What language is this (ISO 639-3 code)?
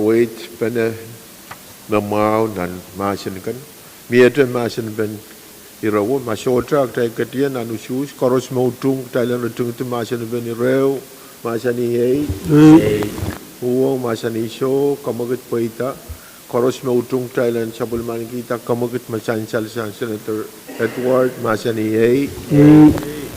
pon